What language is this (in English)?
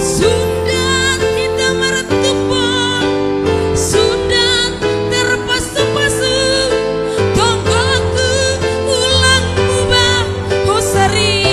Batak Simalungun